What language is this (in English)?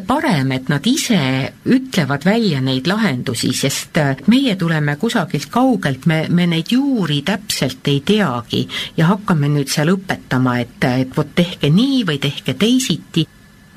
Estonian